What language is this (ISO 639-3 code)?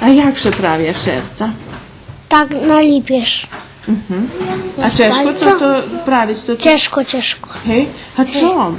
rue